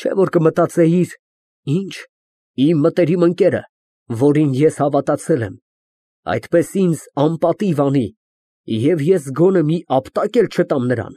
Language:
Armenian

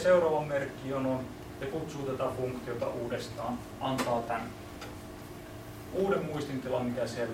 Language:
Finnish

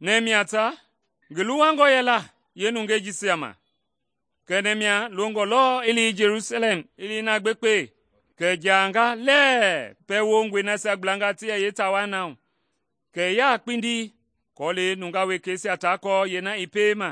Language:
Mende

